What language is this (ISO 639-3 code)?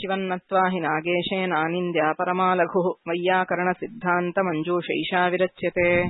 san